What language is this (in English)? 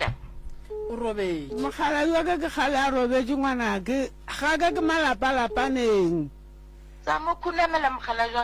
Northern Sotho